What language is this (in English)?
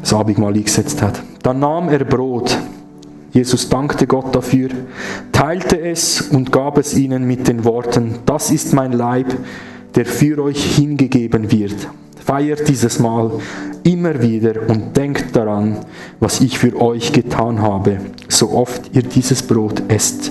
Swiss German